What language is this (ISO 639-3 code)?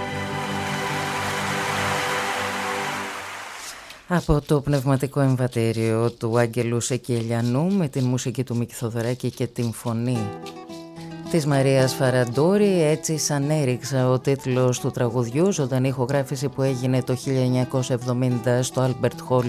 ell